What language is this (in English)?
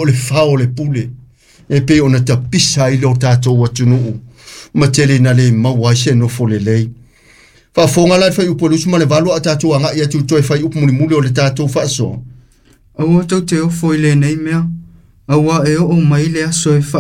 Samoan